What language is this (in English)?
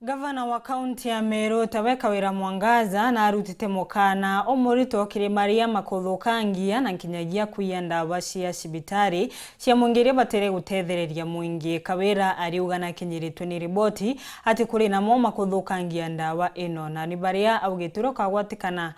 Meru